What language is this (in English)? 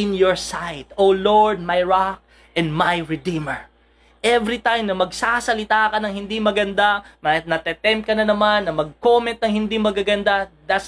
Filipino